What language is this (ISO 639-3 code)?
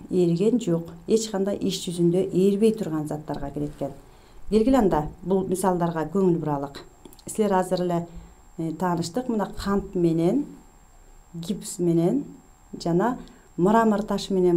kir